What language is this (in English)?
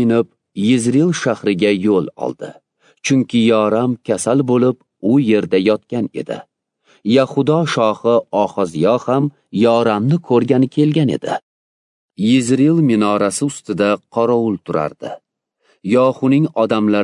Uzbek